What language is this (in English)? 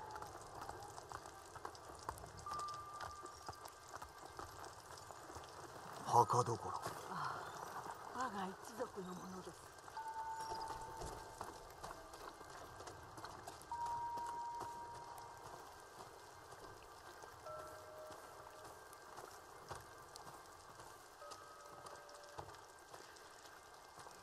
Japanese